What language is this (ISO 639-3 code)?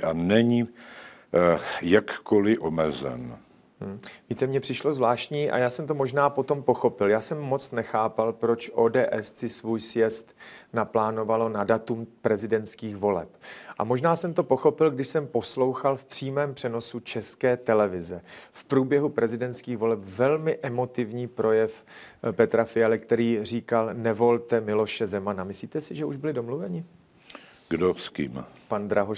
ces